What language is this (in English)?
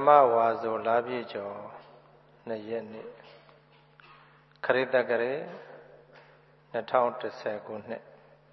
Burmese